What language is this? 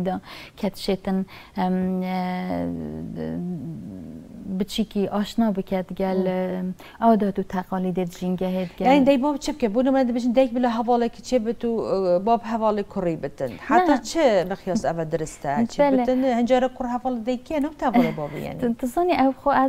Kurdish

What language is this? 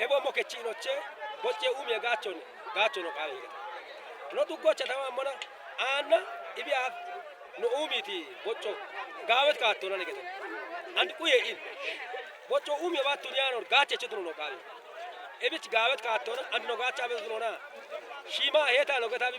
Kafa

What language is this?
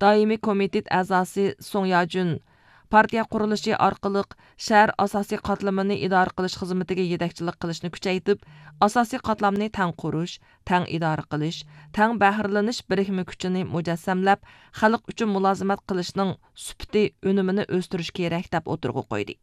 Uyghur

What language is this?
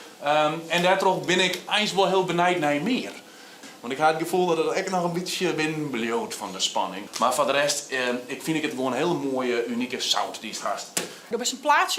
Western Frisian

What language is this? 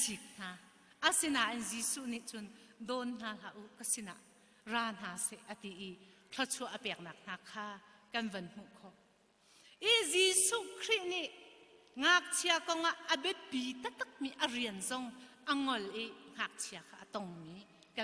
Hakha Chin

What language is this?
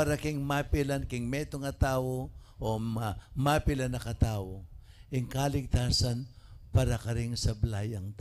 Pampanga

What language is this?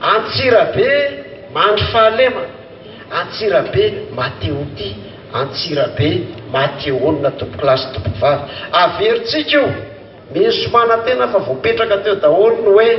Malagasy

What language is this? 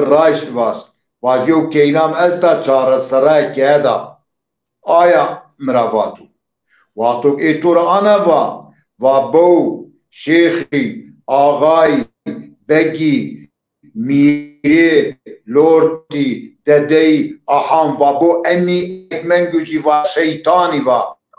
Zaza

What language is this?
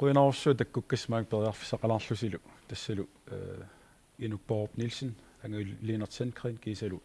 Kalaallisut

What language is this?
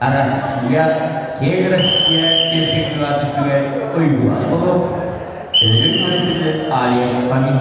Yakut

